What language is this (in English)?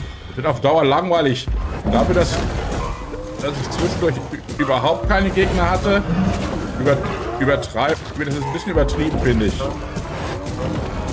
German